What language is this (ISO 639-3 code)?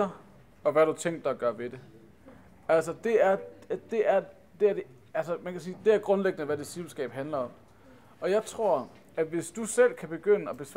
dan